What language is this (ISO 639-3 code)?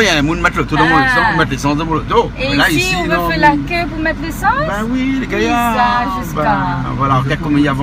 rcf